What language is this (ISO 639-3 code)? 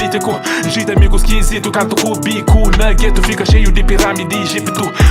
kea